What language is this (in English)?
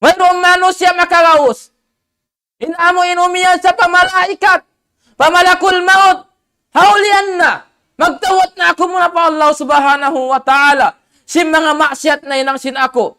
Tausug